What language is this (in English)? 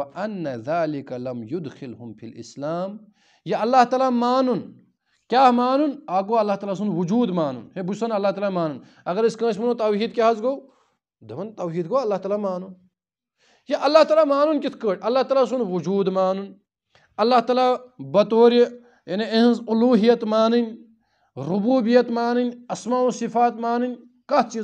Kashmiri